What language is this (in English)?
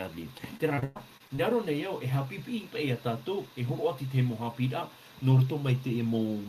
Tahitian